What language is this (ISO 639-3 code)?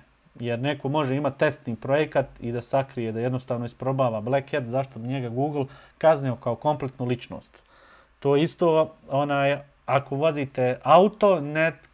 bos